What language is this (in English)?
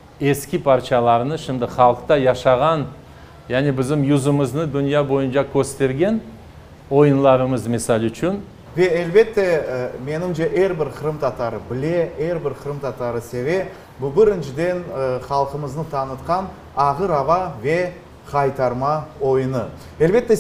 Crimean Tatar